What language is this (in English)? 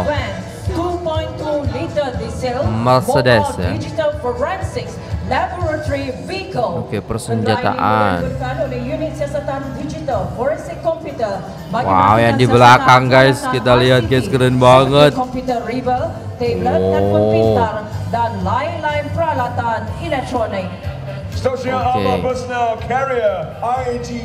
Malay